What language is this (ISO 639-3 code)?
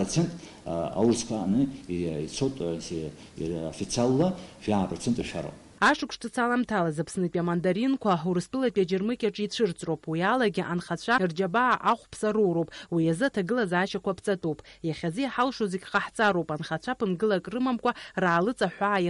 abk